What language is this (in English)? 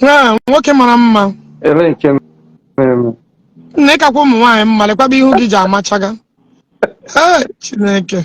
Igbo